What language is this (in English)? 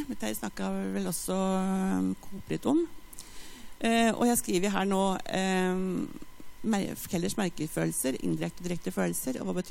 Norwegian